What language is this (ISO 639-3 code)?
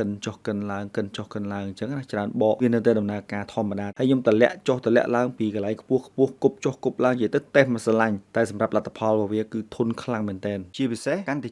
khm